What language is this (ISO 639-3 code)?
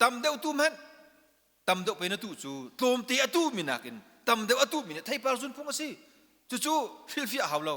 cnh